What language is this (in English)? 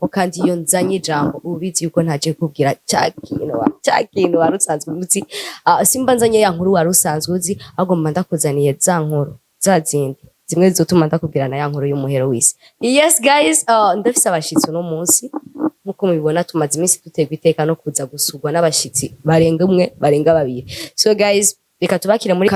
Rundi